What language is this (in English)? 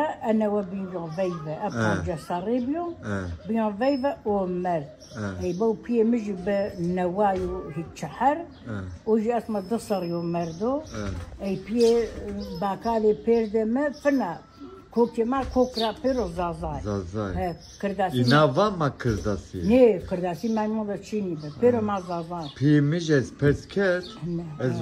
Zaza